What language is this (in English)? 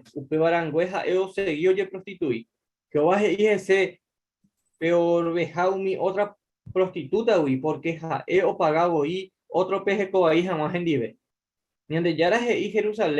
Guarani